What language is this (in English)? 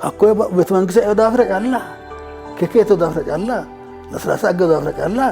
Sidamo